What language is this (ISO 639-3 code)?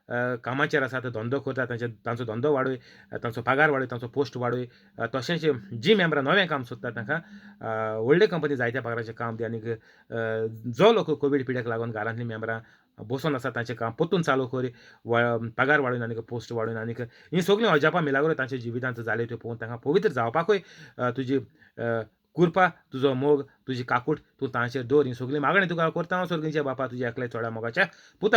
kok